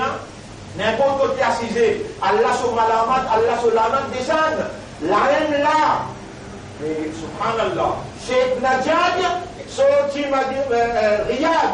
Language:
Morisyen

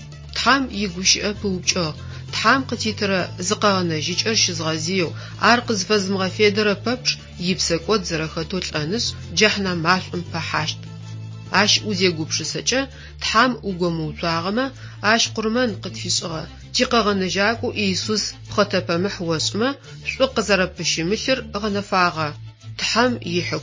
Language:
Adyghe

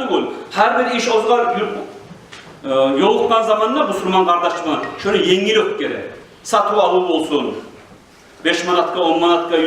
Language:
Kumyk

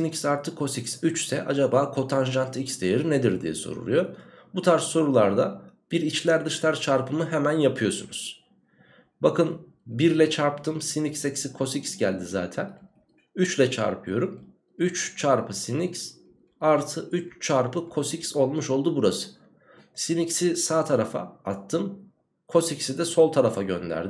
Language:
Turkish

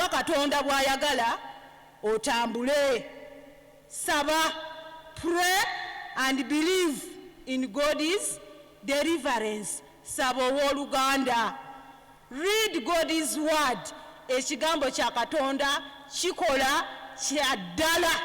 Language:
Ganda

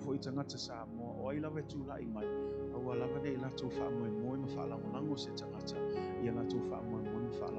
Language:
Samoan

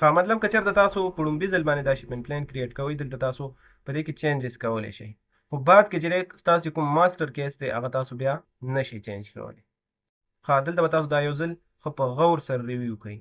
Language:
Pashto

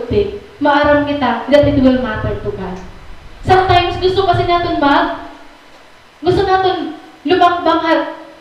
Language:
Waray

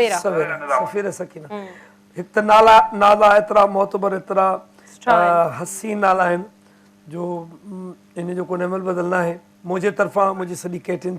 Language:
Sindhi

